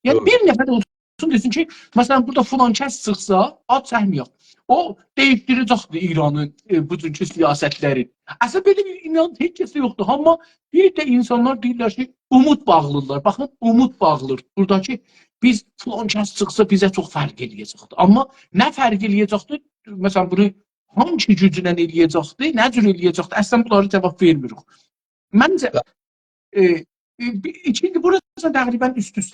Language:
South Azerbaijani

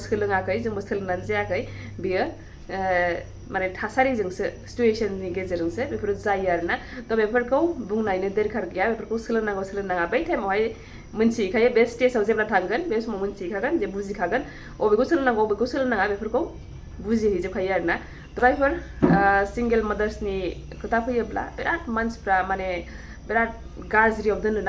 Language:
Bodo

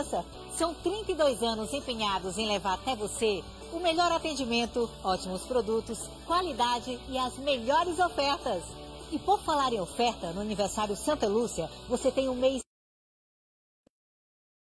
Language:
Portuguese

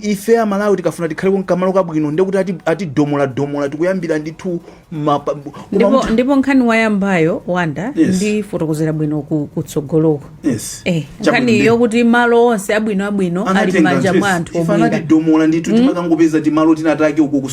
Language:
Nyanja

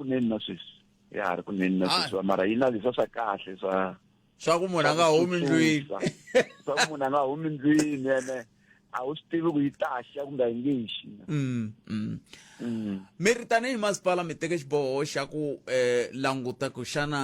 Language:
Tsonga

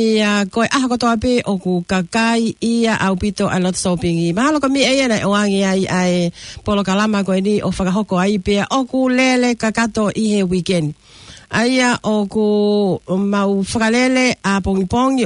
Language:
Tongan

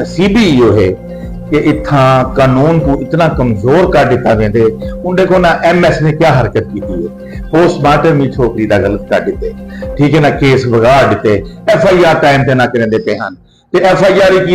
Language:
Saraiki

